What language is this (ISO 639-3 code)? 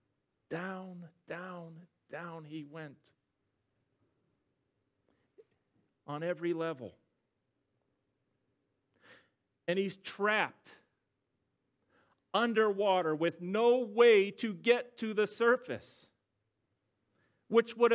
eng